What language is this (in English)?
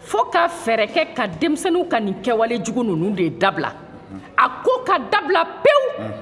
Bambara